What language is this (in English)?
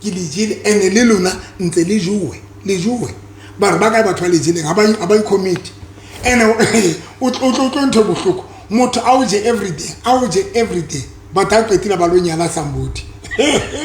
Southern Sotho